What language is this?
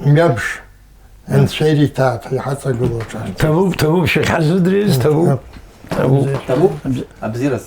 Abkhazian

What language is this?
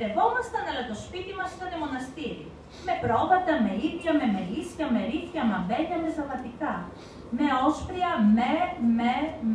Greek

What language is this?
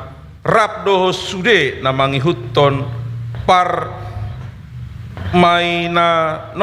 Batak Toba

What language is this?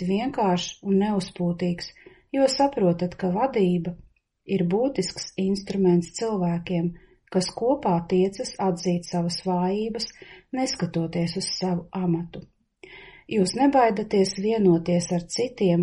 Latvian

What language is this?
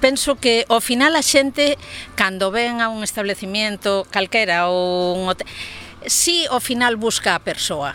Galician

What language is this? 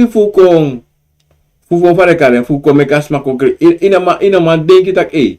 Sranan Tongo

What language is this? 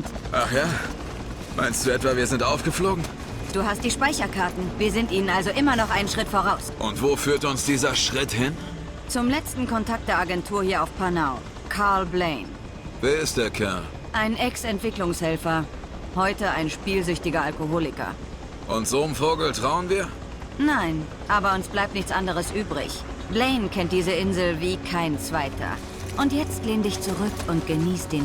Bavarian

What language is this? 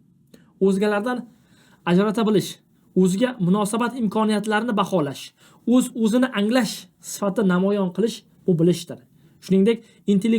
Uzbek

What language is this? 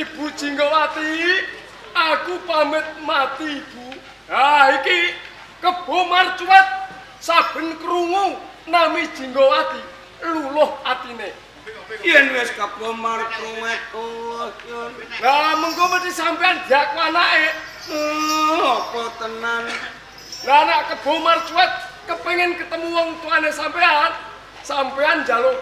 Javanese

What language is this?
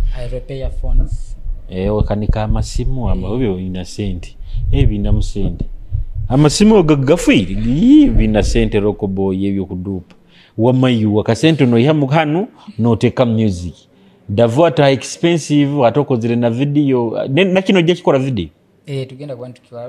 Nyoro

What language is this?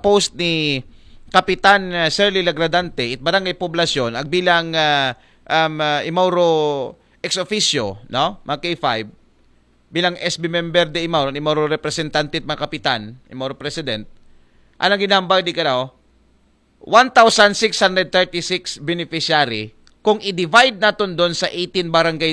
Aklanon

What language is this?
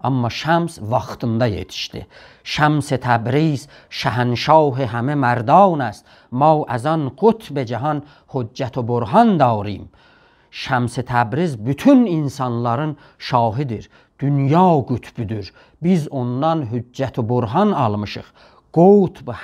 South Azerbaijani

